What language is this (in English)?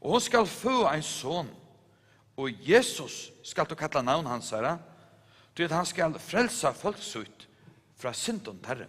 Faroese